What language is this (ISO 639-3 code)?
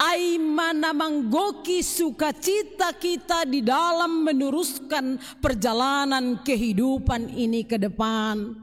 bts